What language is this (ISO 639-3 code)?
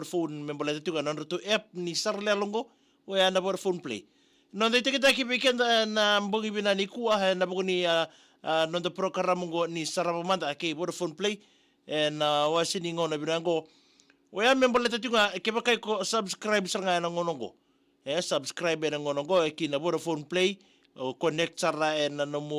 fij